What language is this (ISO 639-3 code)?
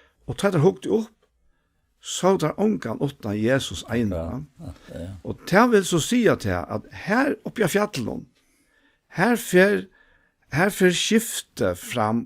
fao